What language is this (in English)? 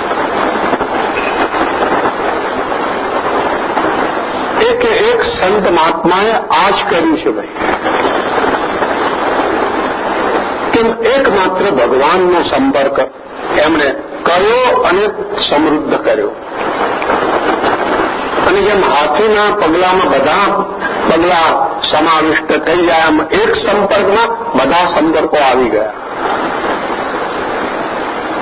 Gujarati